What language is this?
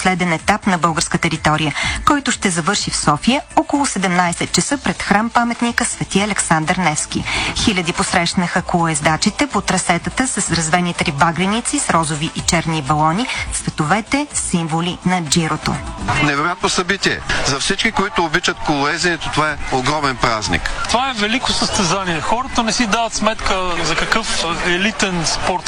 Bulgarian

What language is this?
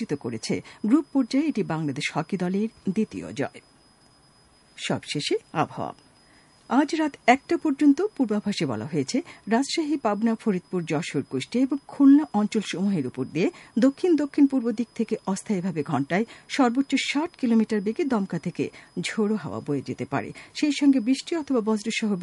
Bangla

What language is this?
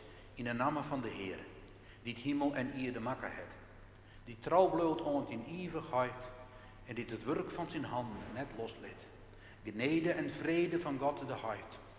Western Frisian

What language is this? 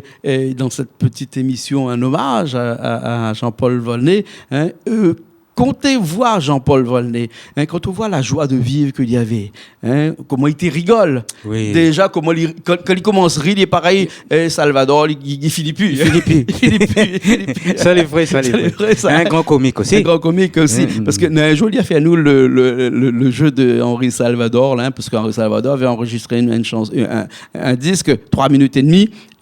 Réunion Creole French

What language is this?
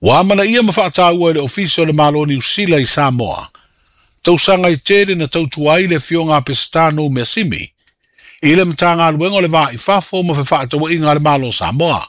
Samoan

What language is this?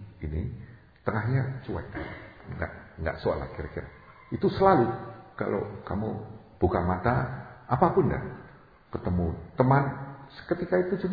Indonesian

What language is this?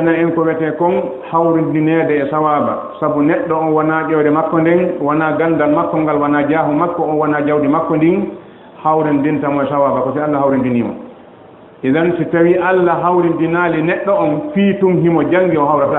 Fula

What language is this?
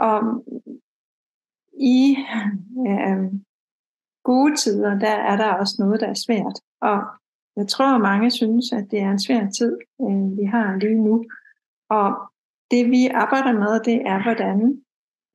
Danish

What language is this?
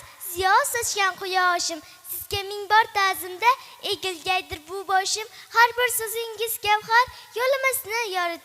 Uzbek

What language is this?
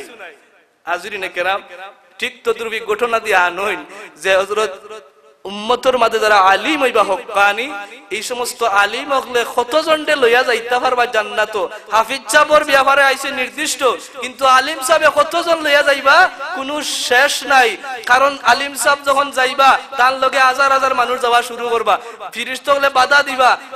Sylheti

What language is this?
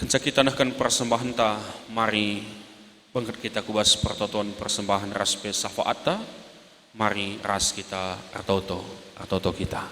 Batak Karo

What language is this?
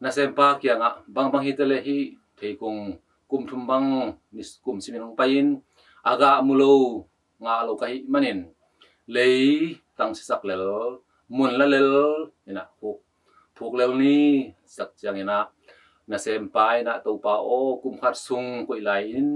Tedim Chin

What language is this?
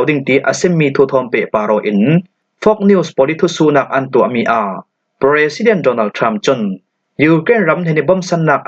Falam Chin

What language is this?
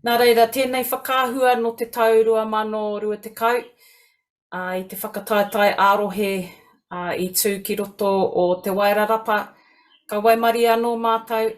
Māori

